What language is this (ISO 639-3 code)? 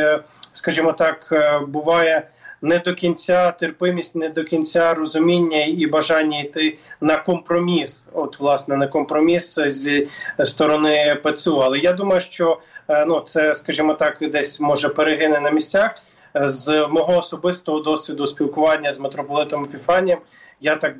ukr